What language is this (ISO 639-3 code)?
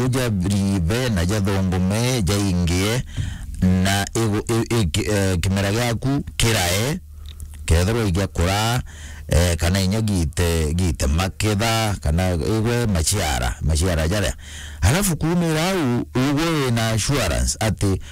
mer